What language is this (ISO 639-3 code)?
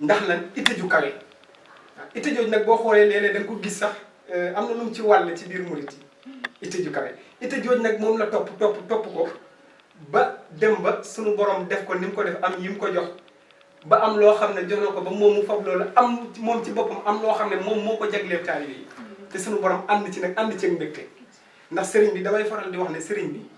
wol